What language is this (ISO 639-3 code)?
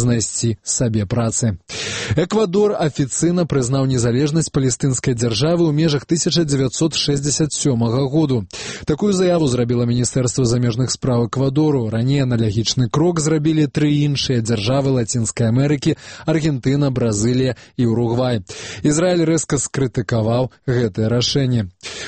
bel